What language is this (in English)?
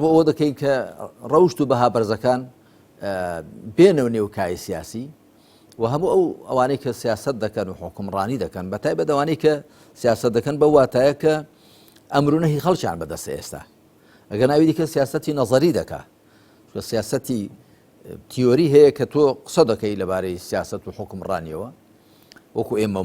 Central Kurdish